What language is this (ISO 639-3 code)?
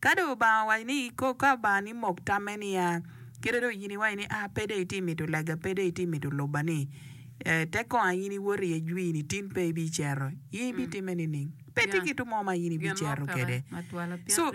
ach